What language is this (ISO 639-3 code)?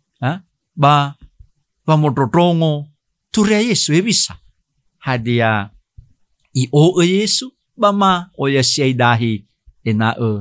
nia